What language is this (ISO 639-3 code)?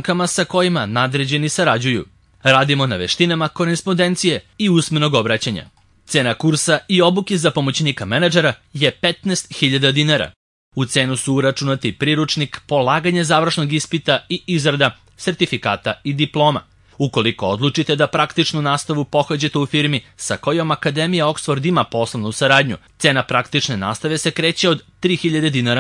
srp